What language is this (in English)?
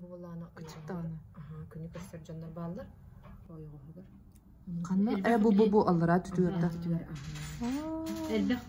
Yakut